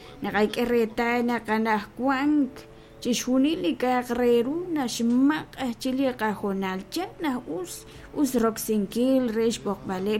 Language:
Kekchí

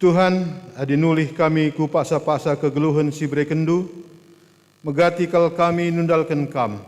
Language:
Batak Karo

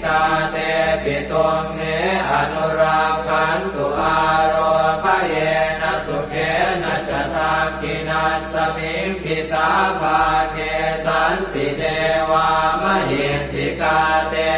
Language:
Pali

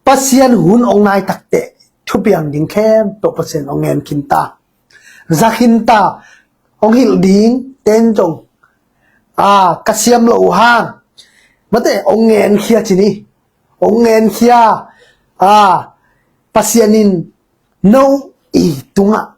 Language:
Tedim Chin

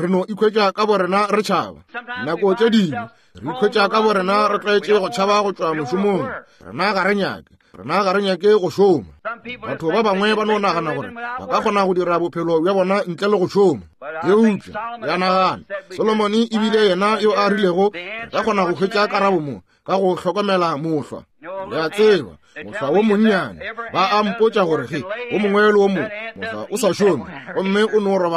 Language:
Northern Sotho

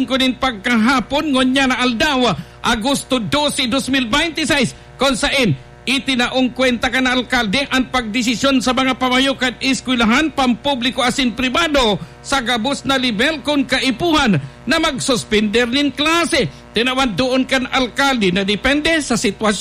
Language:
Bikol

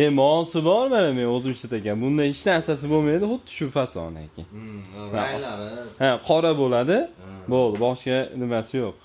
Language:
Uzbek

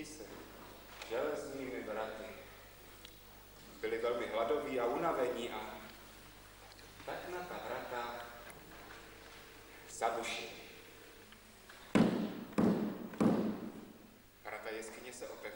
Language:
Czech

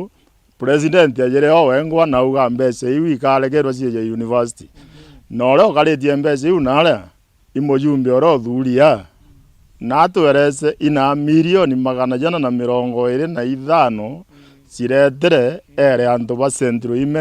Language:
Meru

